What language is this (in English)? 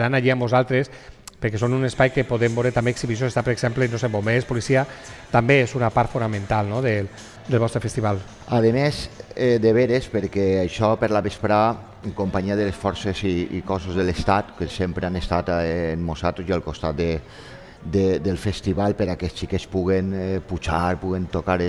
Catalan